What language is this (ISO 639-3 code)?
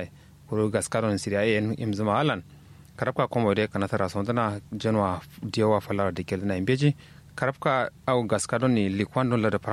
kau